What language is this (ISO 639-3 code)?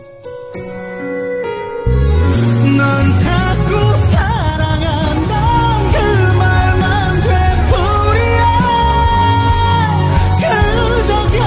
kor